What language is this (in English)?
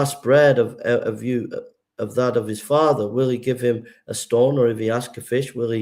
English